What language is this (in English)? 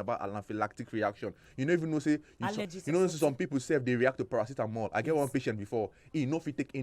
Nigerian Pidgin